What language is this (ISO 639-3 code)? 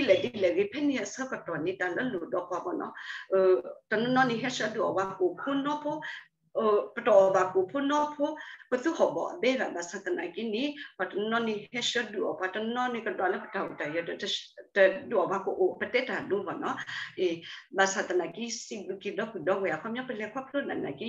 ksw